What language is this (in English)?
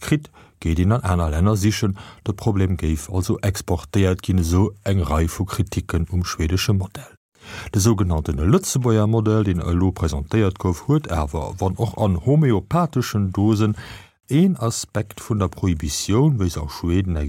Luxembourgish